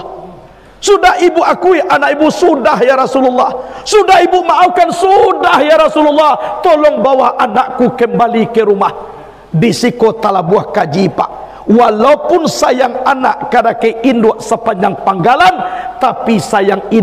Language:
Minangkabau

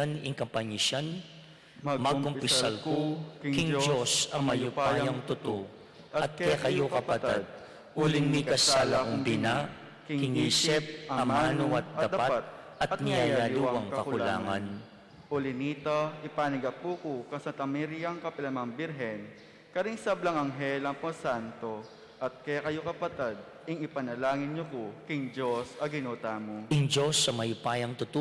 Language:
Pampanga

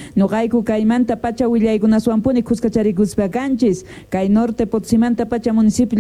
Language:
Quechua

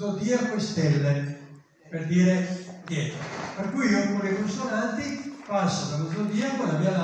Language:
Italian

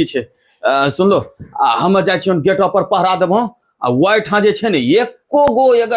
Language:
Angika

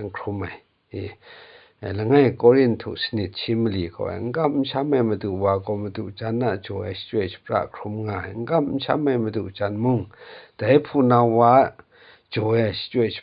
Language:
Kachin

